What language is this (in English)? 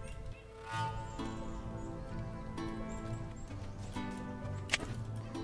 Czech